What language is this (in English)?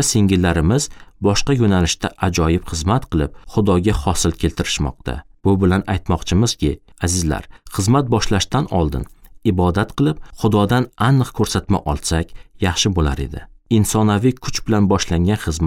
Uzbek